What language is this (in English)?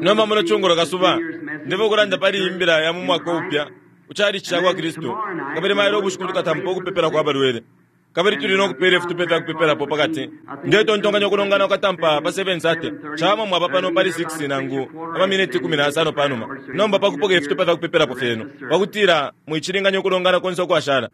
Bemba